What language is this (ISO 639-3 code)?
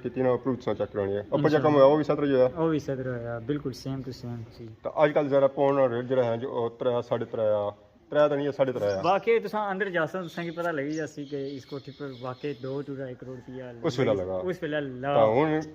phr